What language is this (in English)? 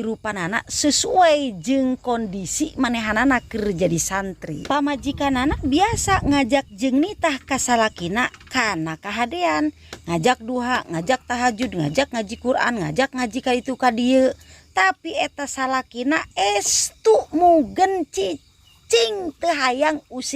Sundanese